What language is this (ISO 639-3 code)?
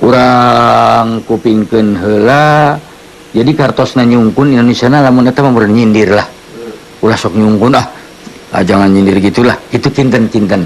sun